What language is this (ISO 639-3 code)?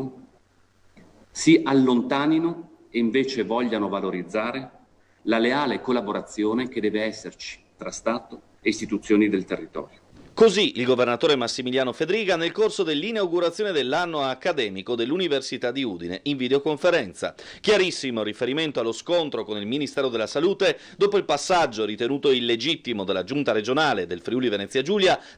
ita